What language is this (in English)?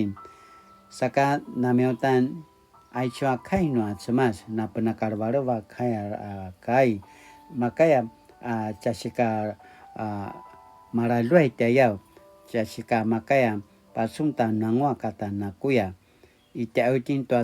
Paiwan